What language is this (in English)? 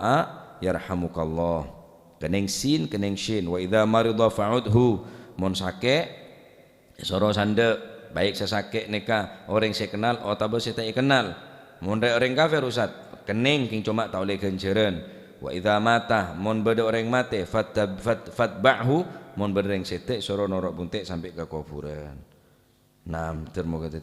Madurese